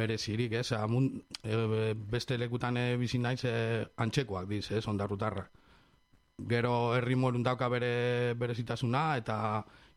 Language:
Basque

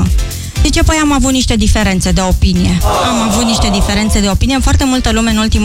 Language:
Romanian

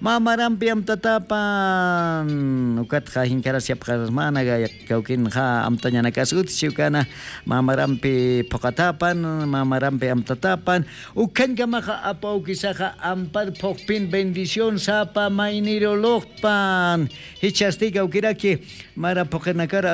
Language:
Aymara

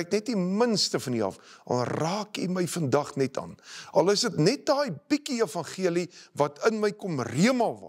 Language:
Afrikaans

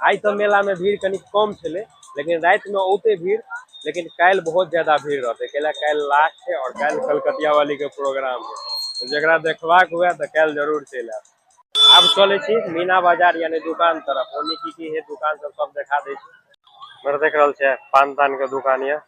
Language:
Maithili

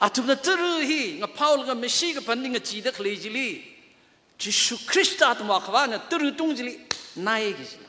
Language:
Tangkhul Naga (India)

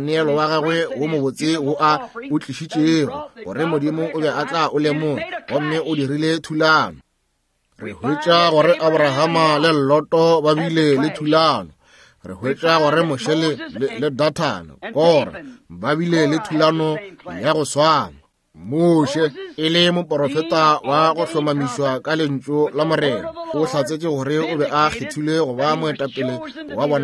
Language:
Northern Sotho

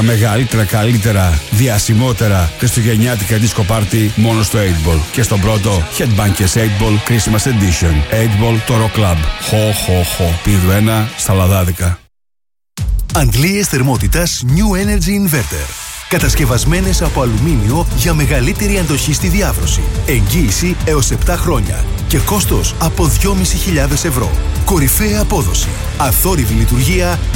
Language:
Greek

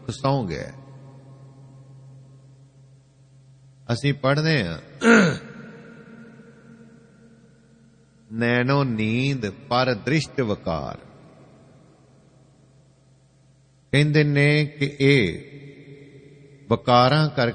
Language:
Punjabi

